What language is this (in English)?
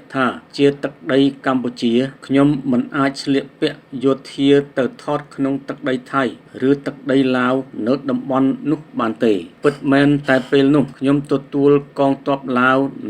Khmer